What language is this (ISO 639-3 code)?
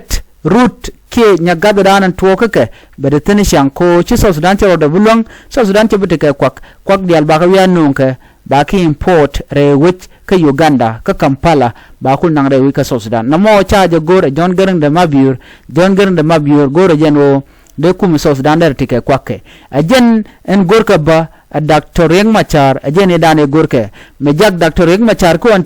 nus